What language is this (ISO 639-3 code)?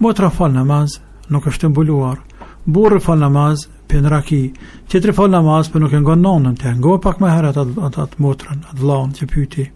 sqi